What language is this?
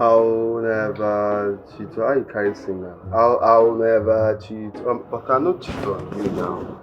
Nigerian Pidgin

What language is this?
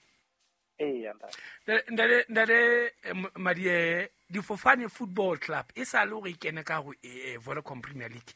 Southern Sotho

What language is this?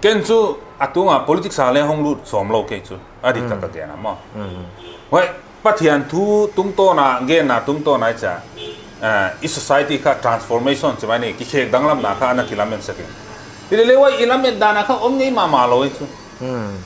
Paite Chin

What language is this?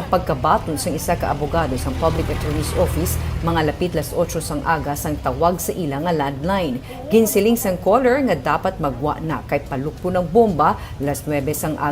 Hiligaynon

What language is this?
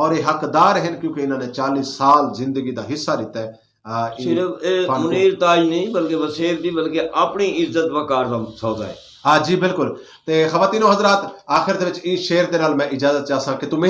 Western Panjabi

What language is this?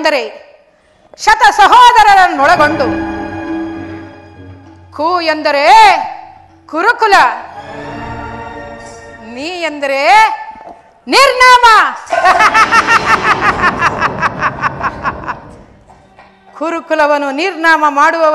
Kannada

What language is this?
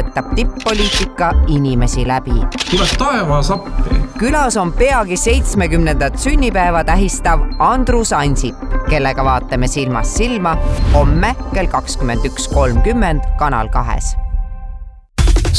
Estonian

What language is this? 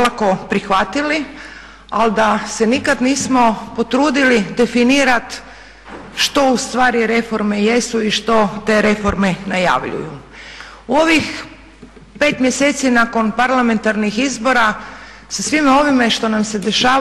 Croatian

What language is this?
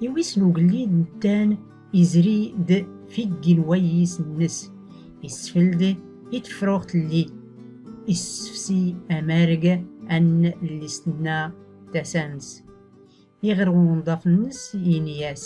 Tachelhit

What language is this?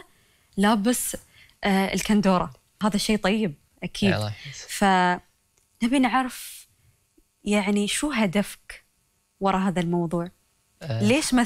Gulf Arabic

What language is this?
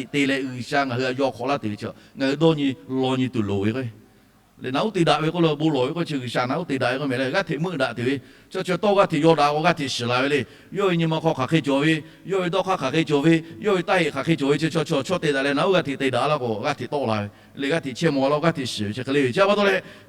Lahu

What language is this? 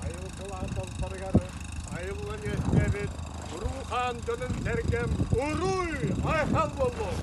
Yakut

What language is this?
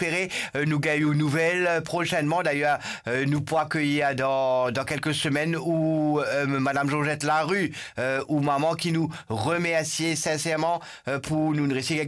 Morisyen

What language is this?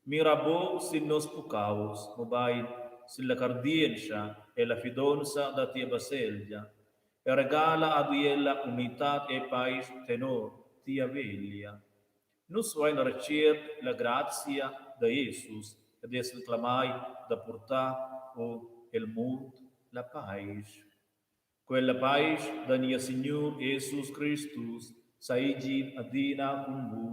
Romansh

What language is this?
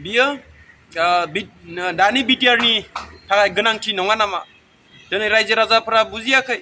Bodo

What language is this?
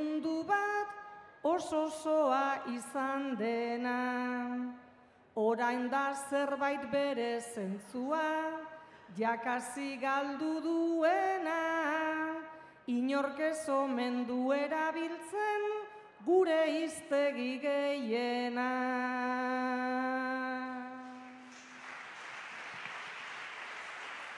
Basque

